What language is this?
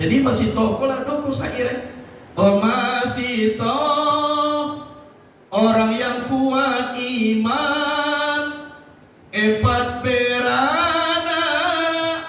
Minangkabau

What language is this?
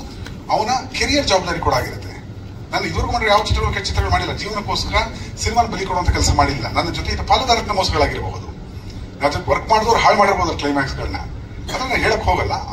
Kannada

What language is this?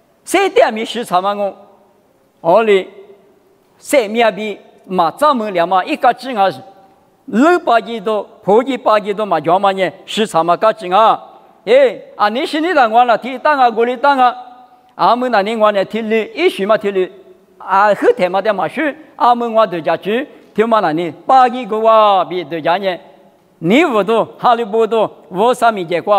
Lisu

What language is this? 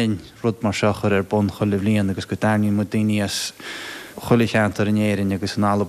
Irish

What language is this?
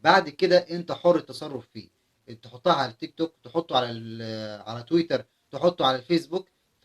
Egyptian Arabic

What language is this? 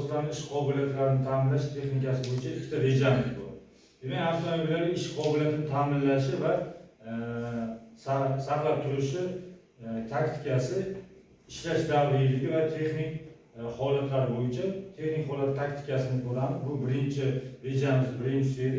Uzbek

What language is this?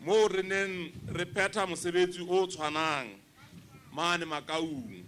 Southern Sotho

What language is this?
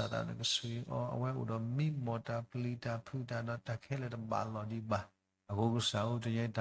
S'gaw Karen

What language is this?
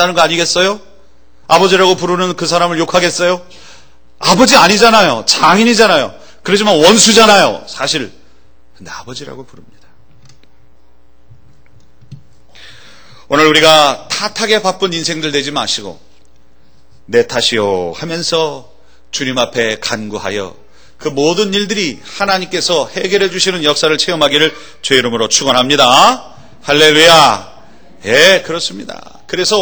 Korean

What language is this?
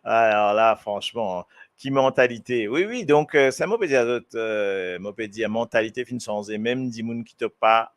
Morisyen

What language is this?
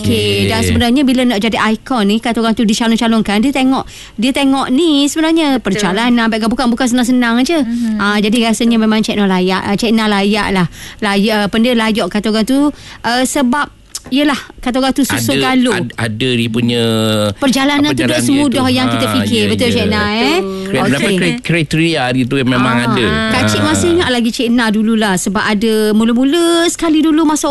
Malay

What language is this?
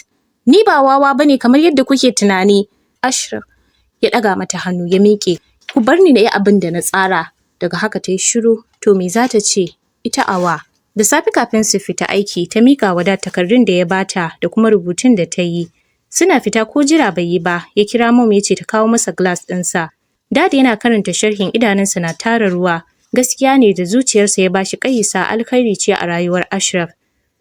Hausa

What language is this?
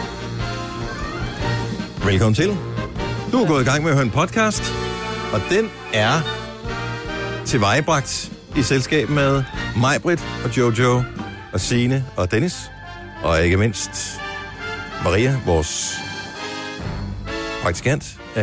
Danish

